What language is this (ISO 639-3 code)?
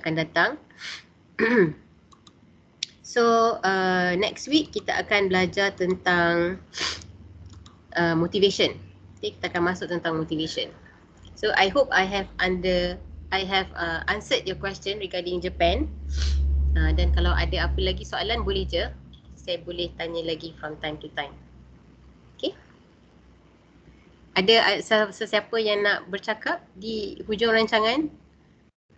msa